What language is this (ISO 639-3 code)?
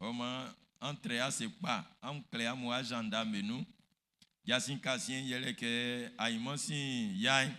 bci